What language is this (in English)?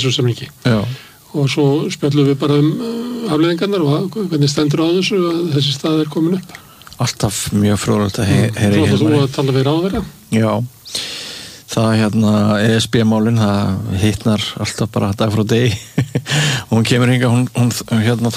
Icelandic